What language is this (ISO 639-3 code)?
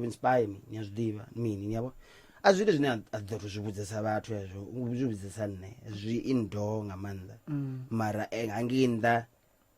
ven